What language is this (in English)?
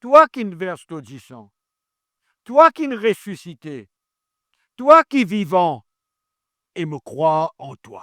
Morisyen